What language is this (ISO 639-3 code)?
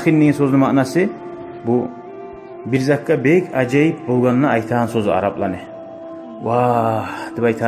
kum